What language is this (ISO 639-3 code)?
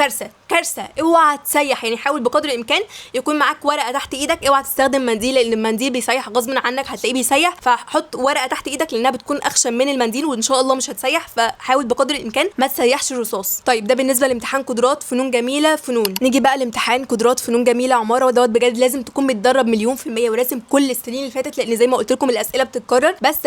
arz